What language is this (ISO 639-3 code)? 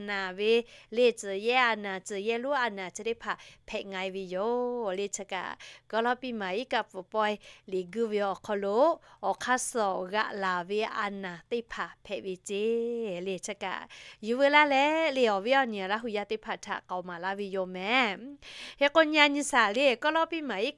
lhu